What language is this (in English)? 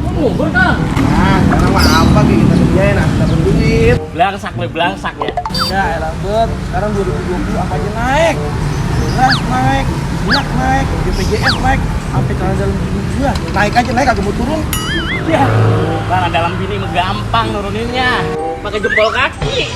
Betawi